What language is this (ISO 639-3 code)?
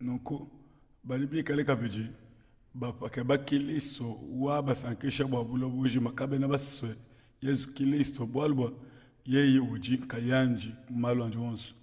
lua